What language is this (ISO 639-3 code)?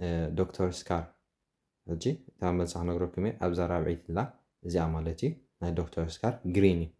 tir